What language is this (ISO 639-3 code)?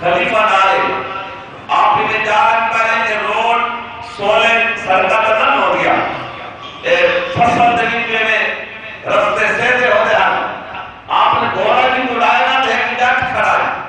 skr